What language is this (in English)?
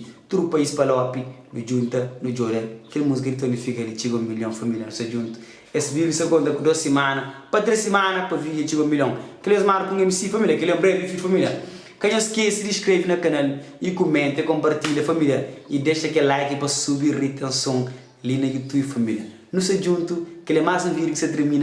Kabuverdianu